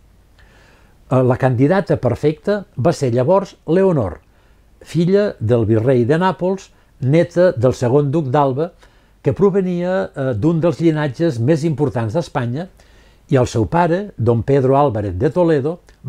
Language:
Catalan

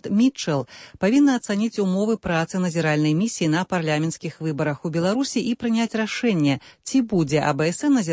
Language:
Belarusian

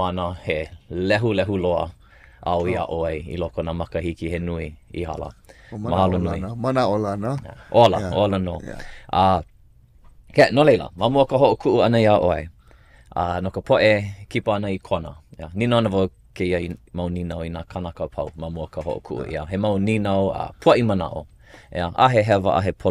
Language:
Hawaiian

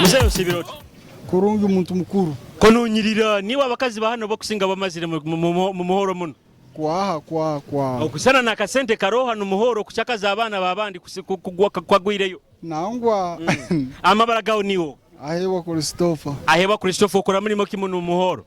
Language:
Nyoro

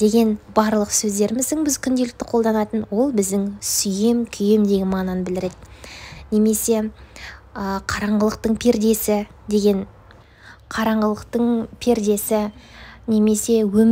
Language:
Kazakh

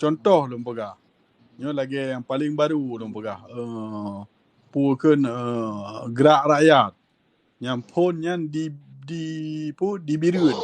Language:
Achinese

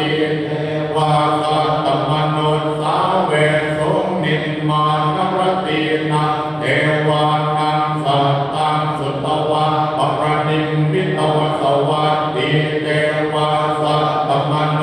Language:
Pali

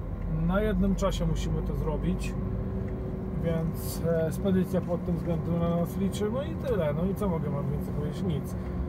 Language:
Polish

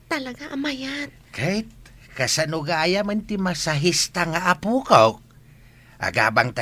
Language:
Iloko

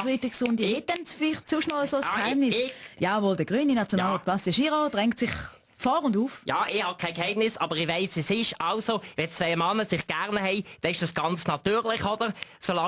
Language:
Swiss German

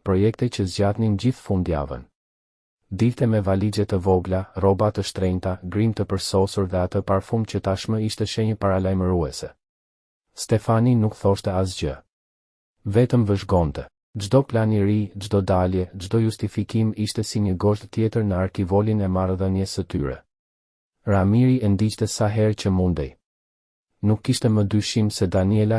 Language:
Albanian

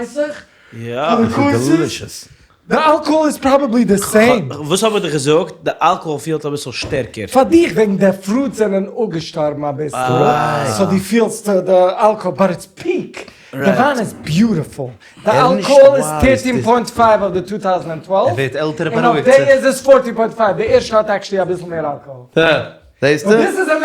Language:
Yiddish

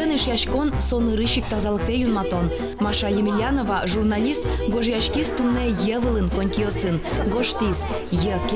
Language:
Udmurt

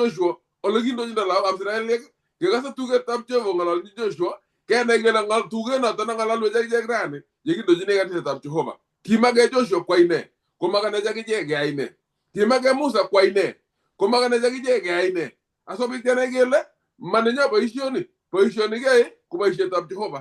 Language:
Kalenjin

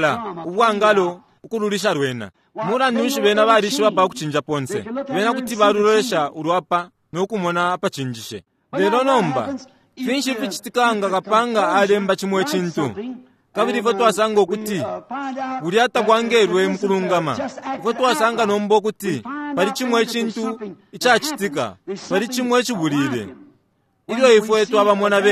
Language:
Bemba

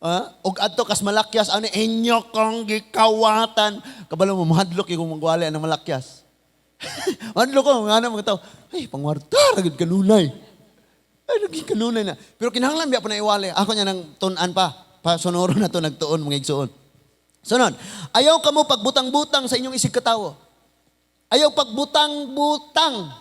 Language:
Cebuano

